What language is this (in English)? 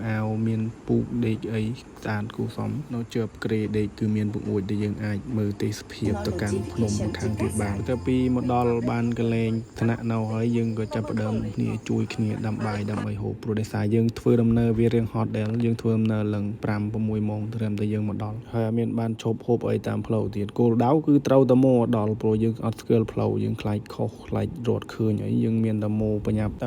Khmer